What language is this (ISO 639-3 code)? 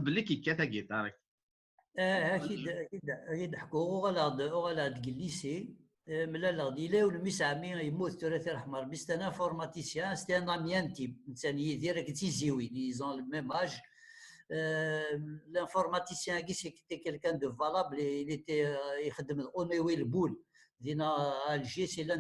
kab